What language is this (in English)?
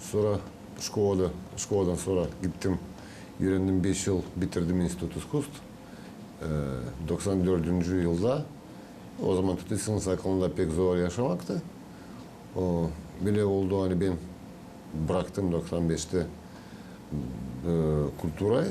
Gagauz